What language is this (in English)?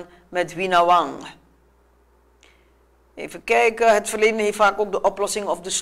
Dutch